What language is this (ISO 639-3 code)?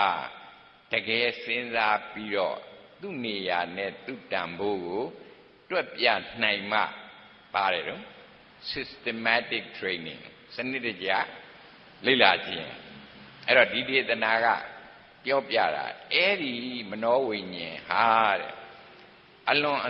mya